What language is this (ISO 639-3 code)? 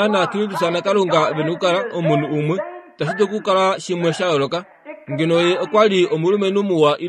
kua